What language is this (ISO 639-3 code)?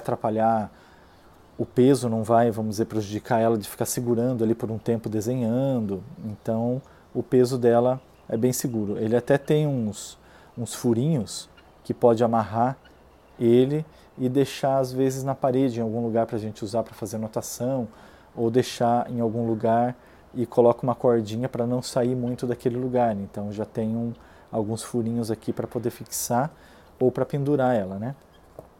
por